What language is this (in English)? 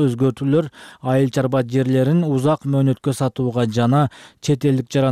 Kyrgyz